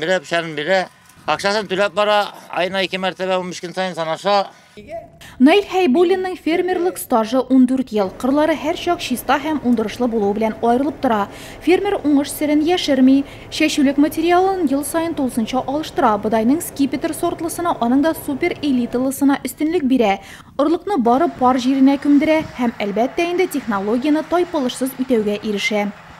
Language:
Tatar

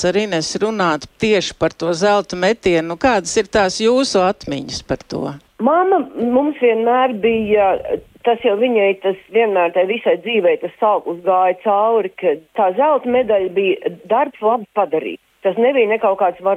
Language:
Latvian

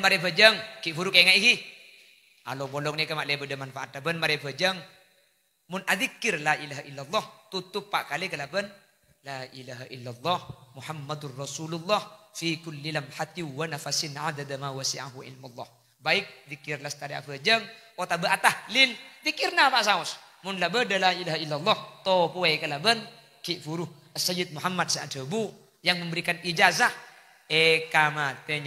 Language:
Madurese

